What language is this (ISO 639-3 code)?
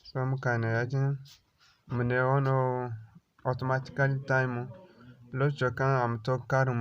dje